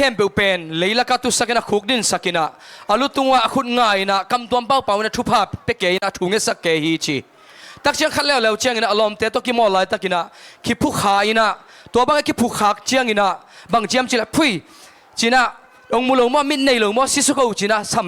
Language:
Tedim Chin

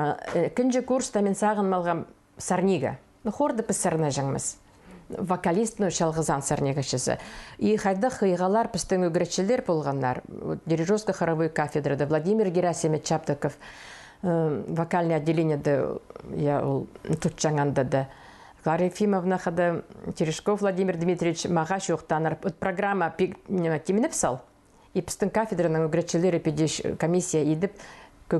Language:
Khakas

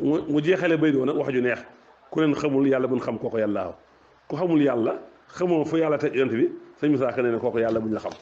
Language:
Wolof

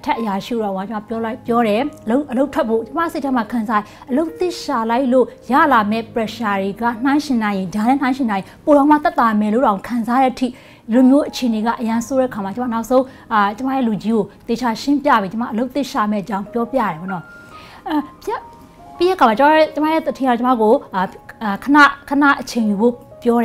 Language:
Burmese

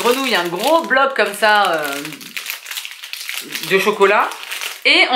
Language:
French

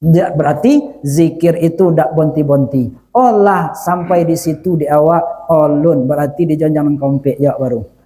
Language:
Minangkabau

